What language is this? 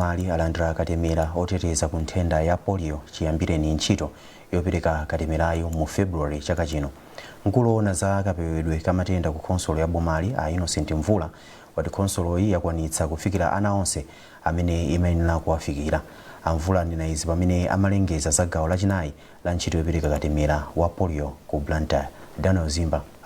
Nyanja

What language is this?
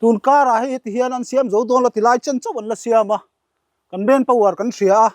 Mizo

